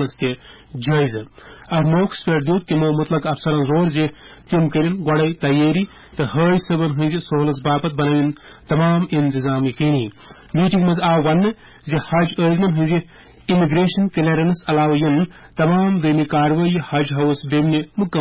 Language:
Kashmiri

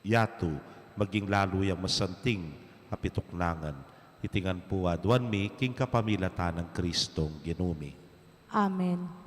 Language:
Pampanga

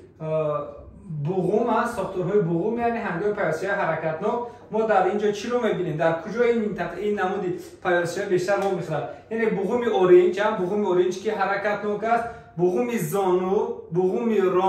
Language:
Tajik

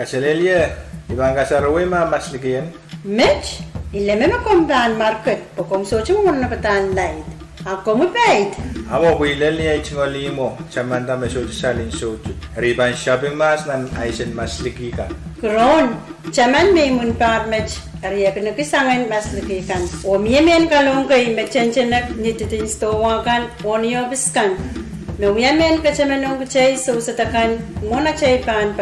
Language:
Pohnpeian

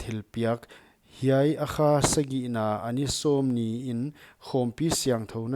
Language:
Paite Chin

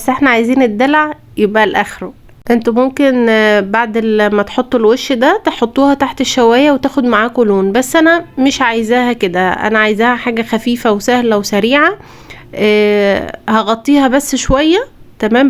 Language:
Egyptian Arabic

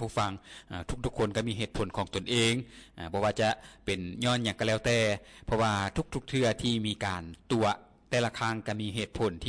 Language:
Lao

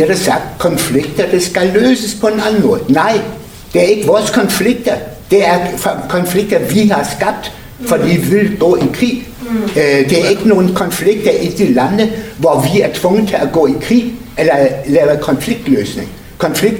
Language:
Danish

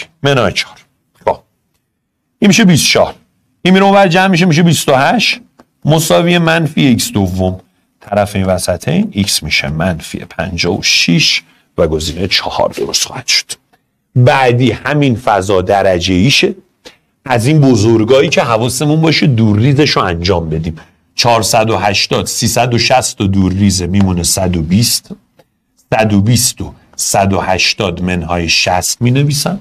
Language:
Persian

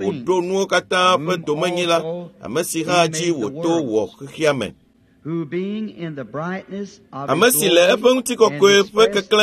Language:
Ewe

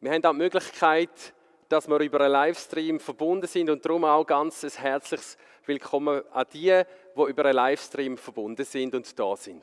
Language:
Swiss German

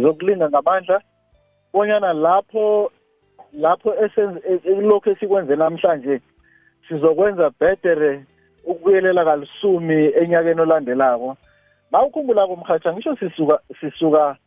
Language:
South Ndebele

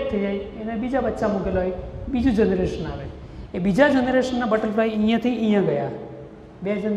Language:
Gujarati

